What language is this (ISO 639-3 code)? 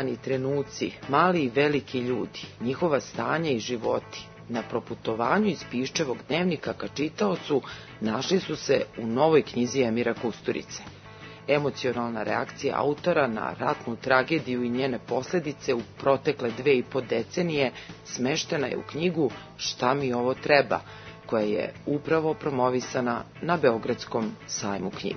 srp